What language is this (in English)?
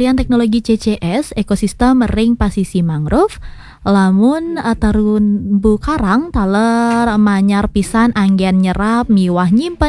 Balinese